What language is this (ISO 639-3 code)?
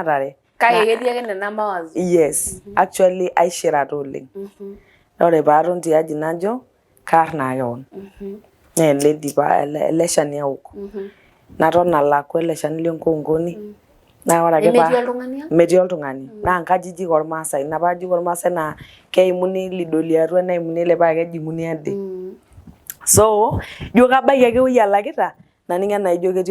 mas